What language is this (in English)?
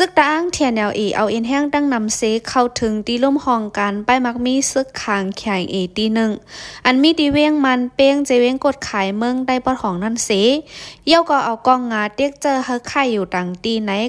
Shan